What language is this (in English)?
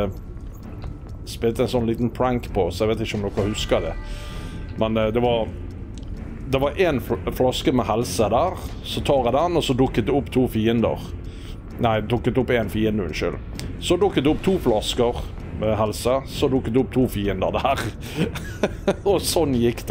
Norwegian